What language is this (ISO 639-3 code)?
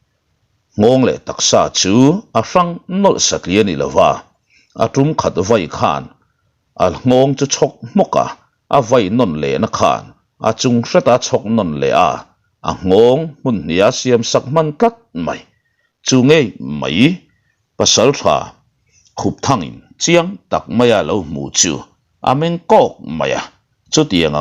lus